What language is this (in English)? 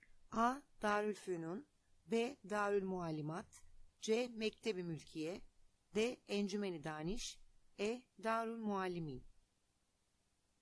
Turkish